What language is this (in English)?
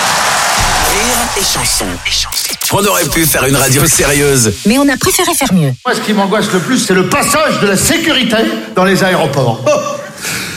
French